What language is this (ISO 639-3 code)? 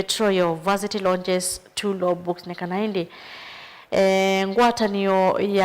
kam